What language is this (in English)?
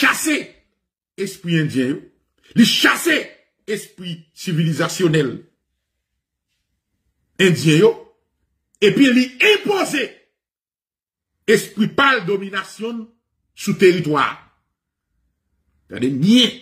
French